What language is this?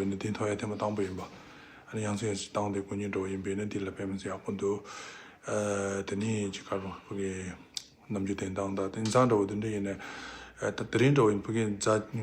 Tibetan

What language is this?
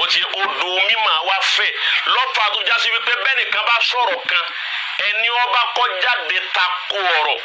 Yoruba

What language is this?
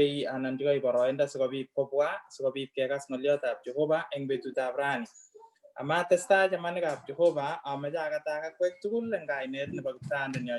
Kalenjin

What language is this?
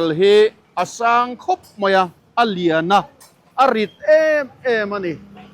Mizo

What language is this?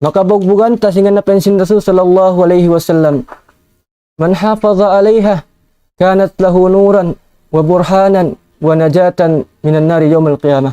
Tausug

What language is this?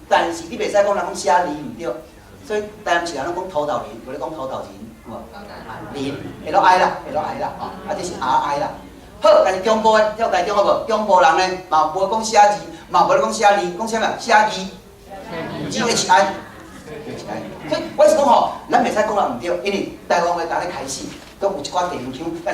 Min Nan Chinese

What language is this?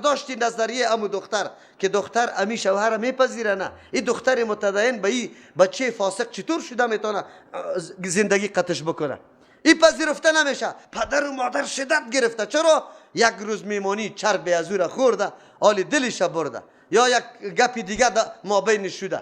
Persian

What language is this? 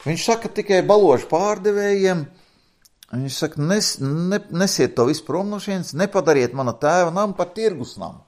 Latvian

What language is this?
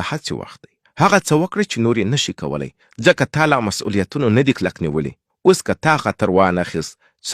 Pashto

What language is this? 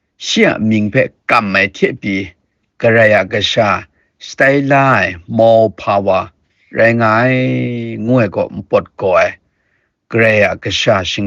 Kachin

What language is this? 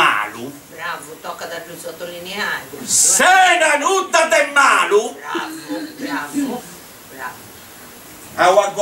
Sardinian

